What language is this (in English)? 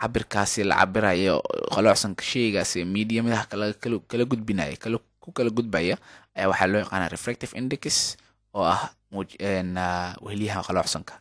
Somali